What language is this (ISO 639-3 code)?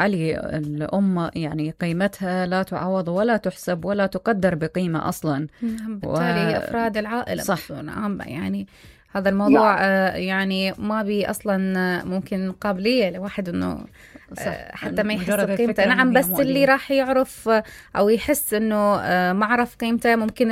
acm